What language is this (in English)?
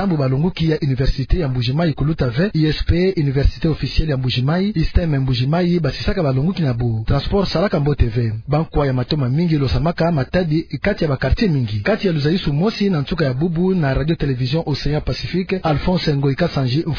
Kituba (Democratic Republic of Congo)